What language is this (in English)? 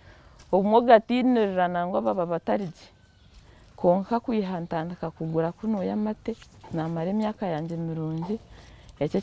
Nyankole